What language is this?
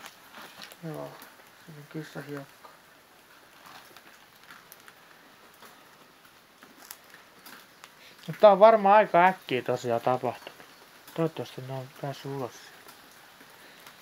Finnish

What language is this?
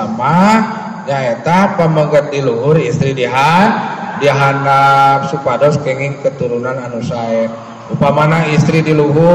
Sundanese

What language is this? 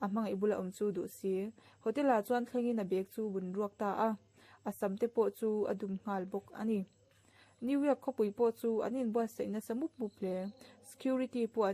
Mizo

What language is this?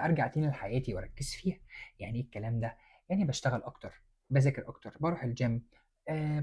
Egyptian Arabic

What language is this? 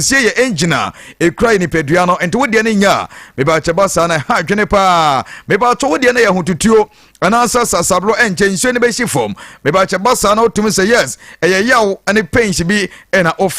Akan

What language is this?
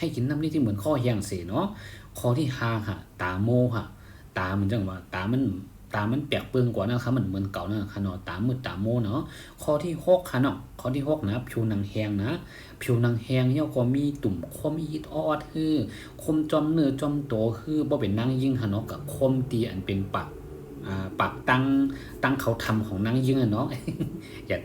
Shan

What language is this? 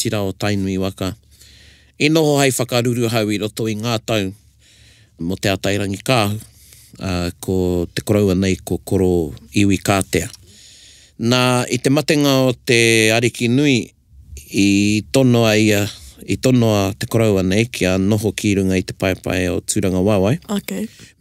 Māori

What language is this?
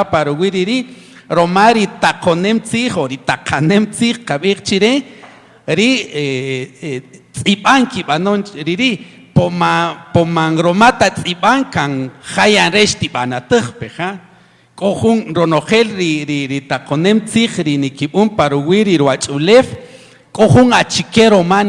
Kaqchikel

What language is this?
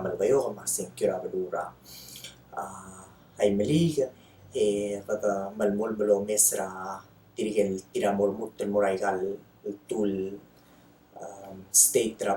Palauan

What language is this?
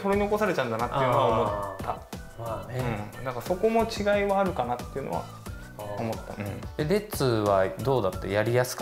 Japanese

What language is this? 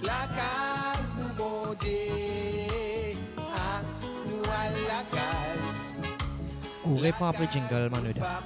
Morisyen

